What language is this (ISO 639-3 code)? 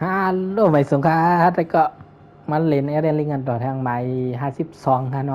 shn